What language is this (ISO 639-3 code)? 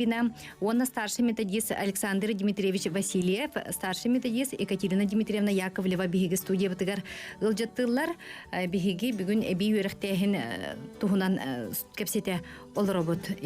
sah